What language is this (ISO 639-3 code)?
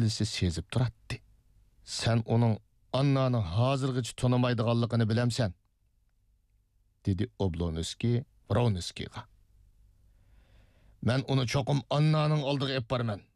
uig